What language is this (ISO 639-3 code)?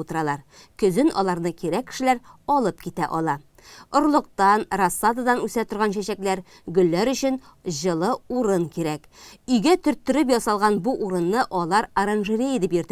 tat